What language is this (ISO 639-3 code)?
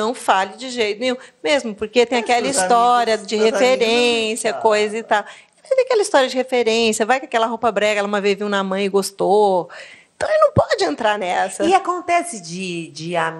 por